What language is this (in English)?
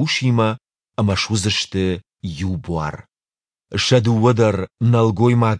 Ossetic